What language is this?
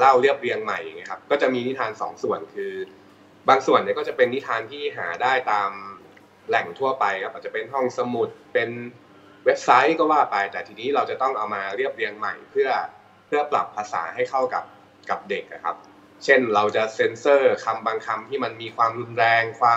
Thai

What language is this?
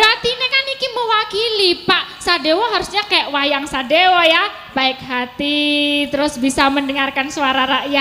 Javanese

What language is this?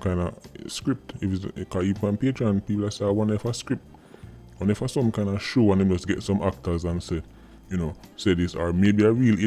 Jamaican Creole English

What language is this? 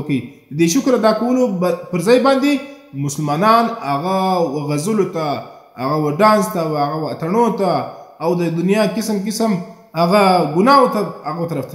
Pashto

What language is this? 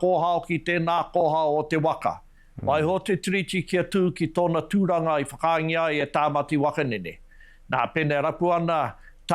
Māori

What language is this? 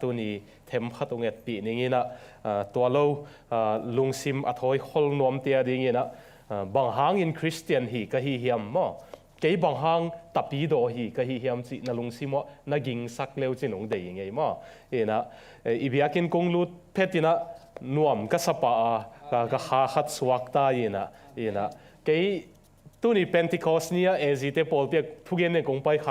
Tedim Chin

